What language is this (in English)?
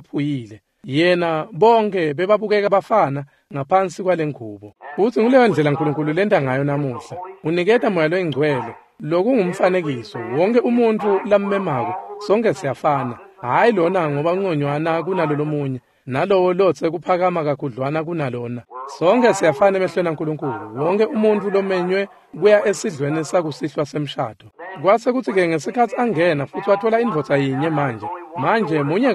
Swati